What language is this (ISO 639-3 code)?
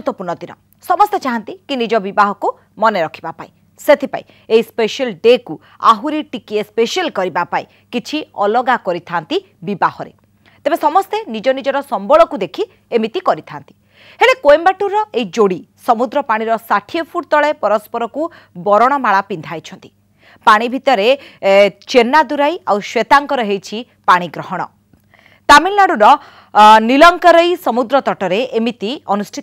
ori